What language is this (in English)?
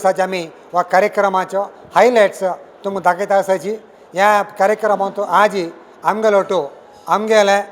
Konkani